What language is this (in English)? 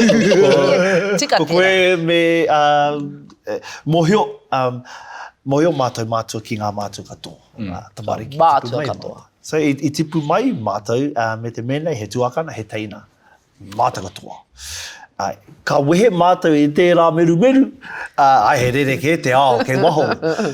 Māori